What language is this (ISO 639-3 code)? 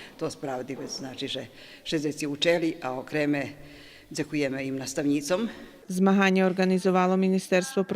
rue